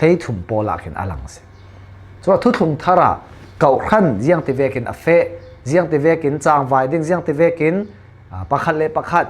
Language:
Falam Chin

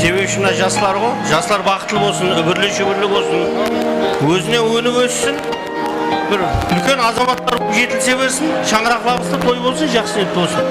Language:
Kara-Kalpak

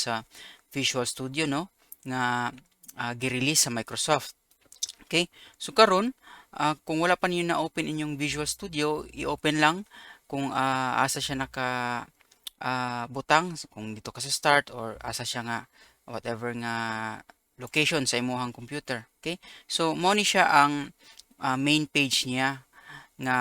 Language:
Cebuano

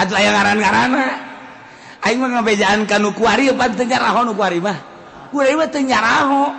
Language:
Sundanese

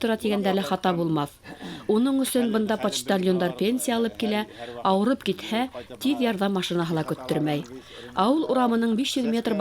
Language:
Bashkir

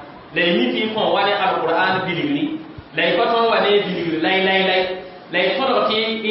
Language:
Mossi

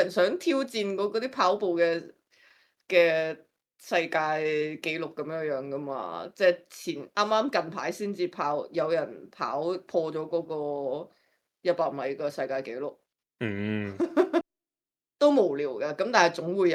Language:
Cantonese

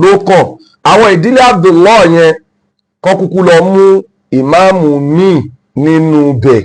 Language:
Yoruba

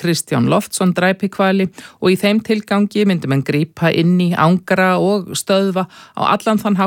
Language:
Icelandic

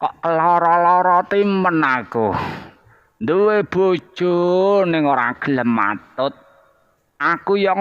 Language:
Javanese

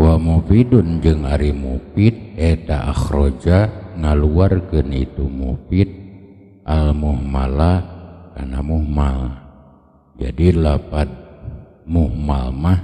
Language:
Sundanese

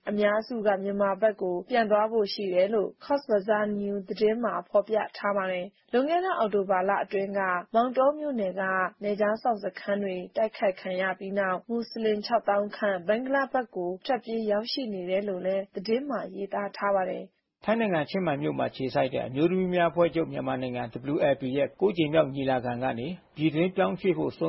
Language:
Burmese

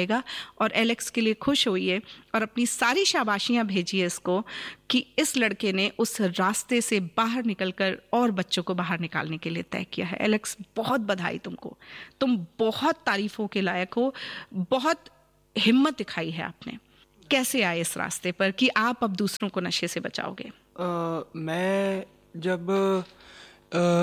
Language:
Hindi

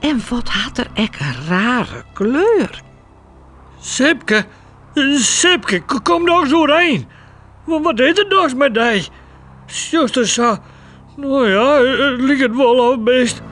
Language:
Western Frisian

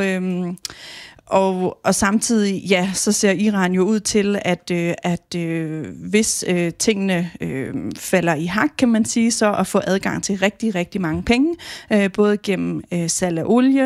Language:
Danish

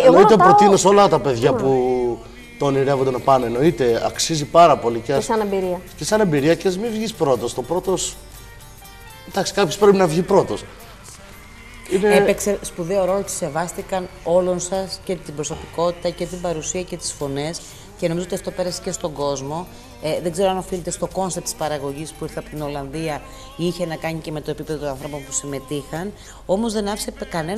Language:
Greek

